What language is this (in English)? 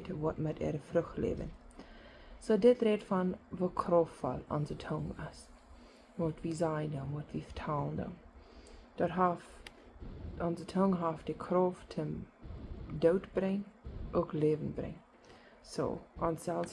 Plautdietsch